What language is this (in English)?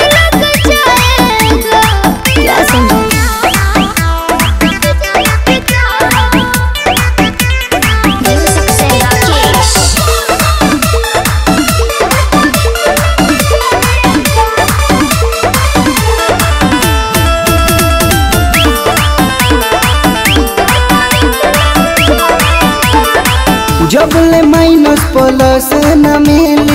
Bhojpuri